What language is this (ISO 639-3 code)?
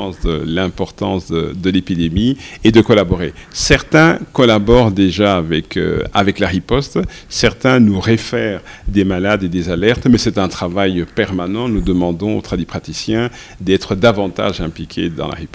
fra